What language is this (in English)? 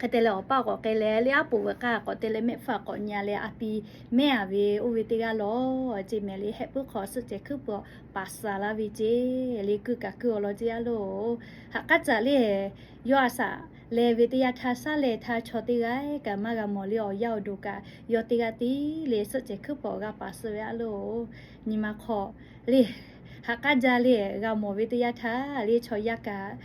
Lahu